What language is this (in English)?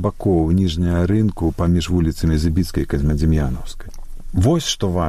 Belarusian